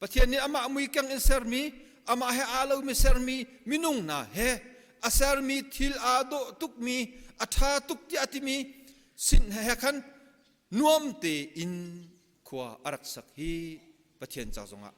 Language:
Hakha Chin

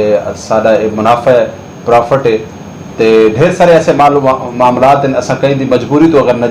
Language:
Saraiki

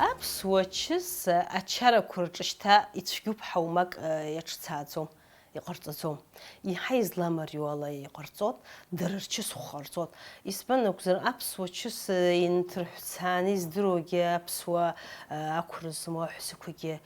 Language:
Abkhazian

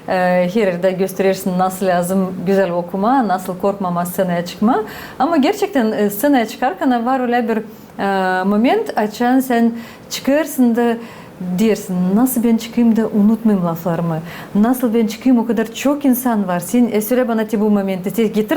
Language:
Gagauz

